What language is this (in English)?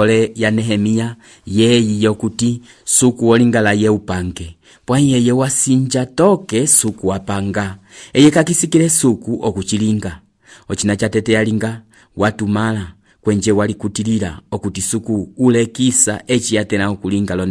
Umbundu